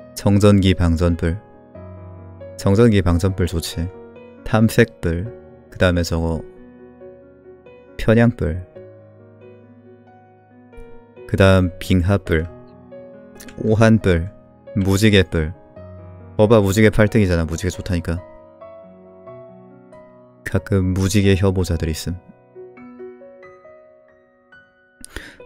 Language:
Korean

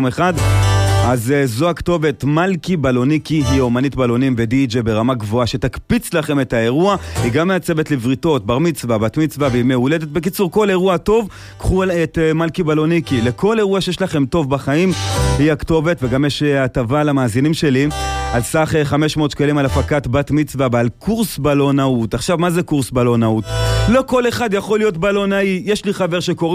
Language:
Hebrew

